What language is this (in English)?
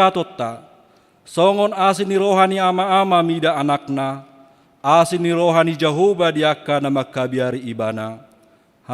Batak Toba